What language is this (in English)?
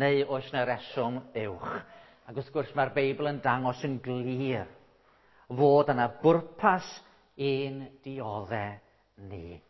Welsh